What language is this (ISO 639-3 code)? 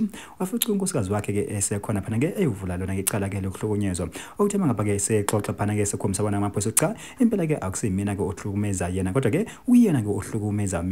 zul